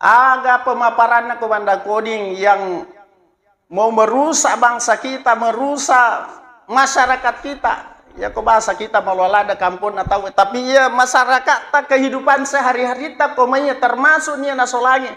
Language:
Buginese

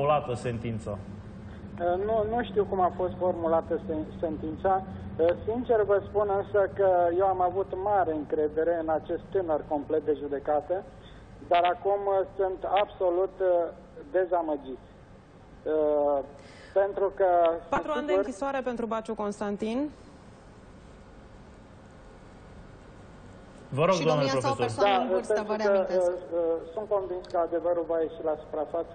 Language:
Romanian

